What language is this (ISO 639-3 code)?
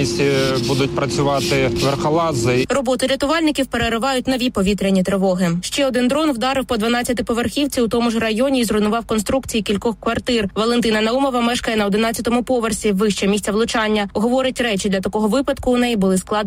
ukr